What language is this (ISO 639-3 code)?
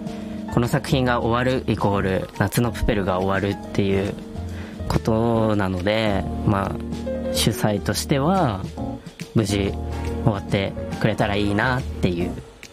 jpn